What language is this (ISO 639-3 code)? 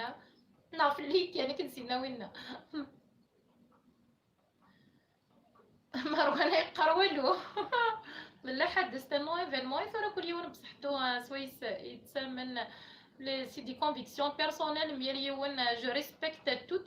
kab